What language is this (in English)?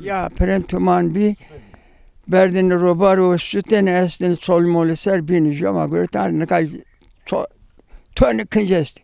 Zaza